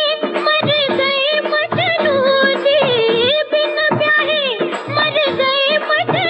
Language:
Hindi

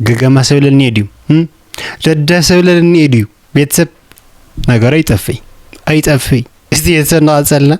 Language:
Tigrinya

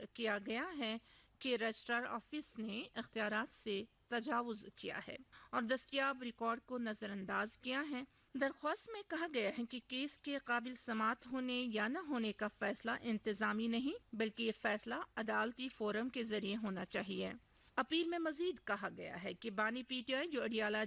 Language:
Urdu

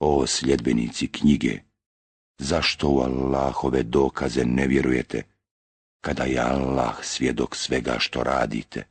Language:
Bosnian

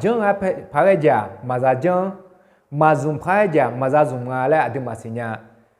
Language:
Akha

